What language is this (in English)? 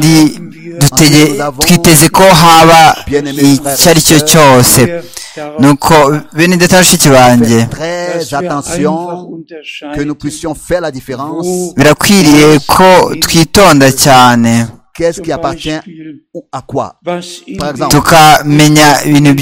Kinyarwanda